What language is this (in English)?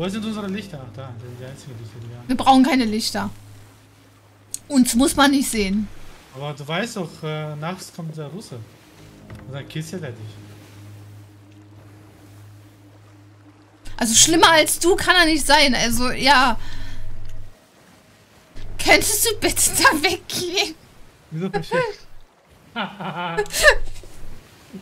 German